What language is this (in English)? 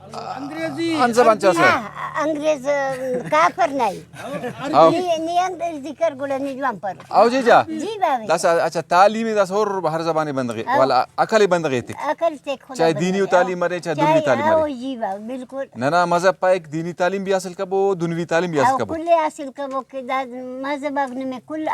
Brahui